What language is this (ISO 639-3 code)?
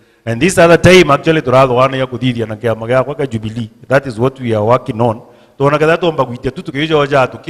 mer